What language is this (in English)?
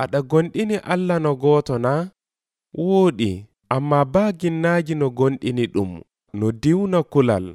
Nigerian Fulfulde